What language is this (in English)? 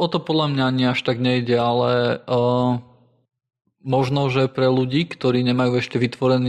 Slovak